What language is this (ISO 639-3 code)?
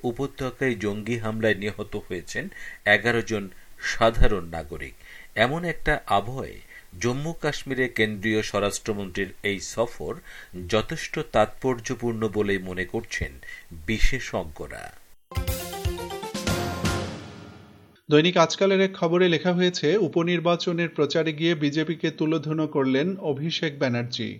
ben